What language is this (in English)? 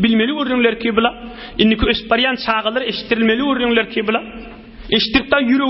Turkmen